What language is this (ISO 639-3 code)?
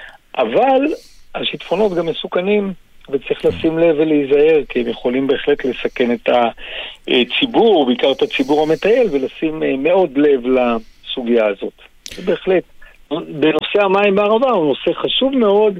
heb